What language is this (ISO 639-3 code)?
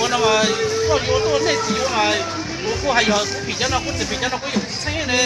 hmn